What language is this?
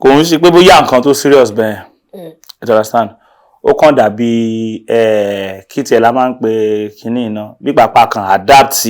Yoruba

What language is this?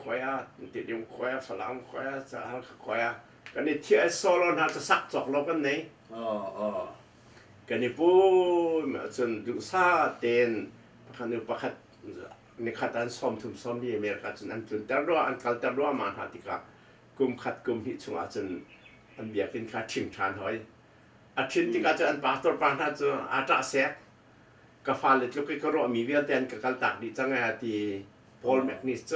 Hakha Chin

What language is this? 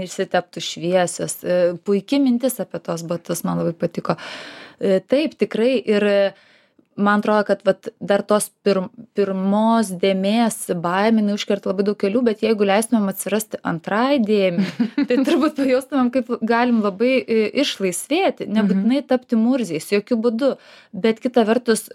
Lithuanian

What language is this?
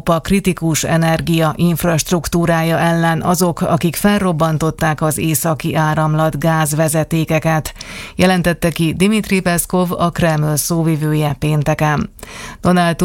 Hungarian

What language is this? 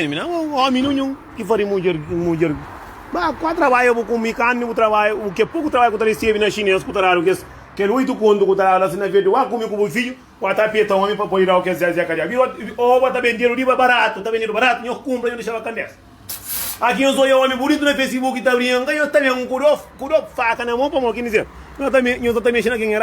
Kabuverdianu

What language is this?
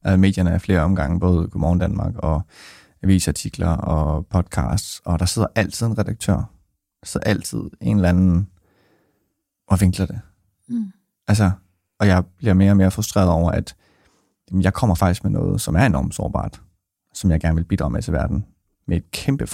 Danish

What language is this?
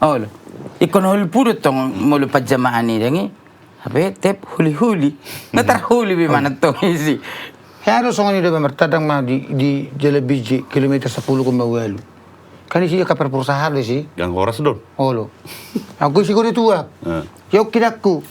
Batak Toba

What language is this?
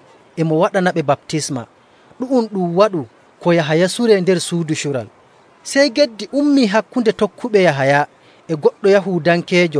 Nigerian Fulfulde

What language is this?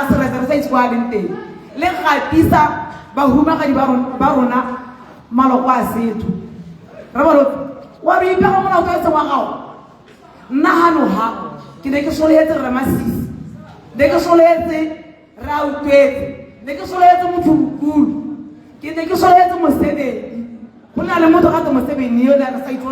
Tswana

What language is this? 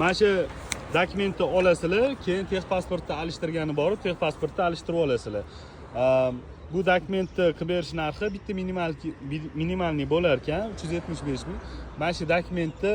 Uzbek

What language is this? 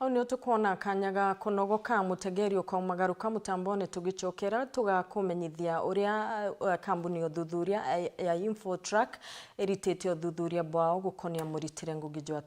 Meru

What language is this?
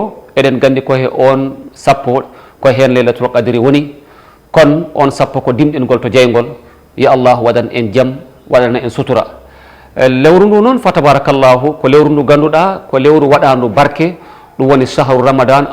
Fula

